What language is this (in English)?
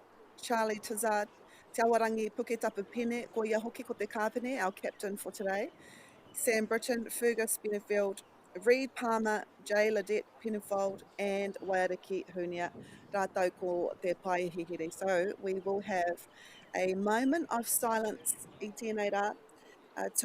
Māori